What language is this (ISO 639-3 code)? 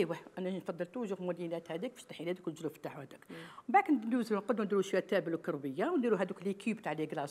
arq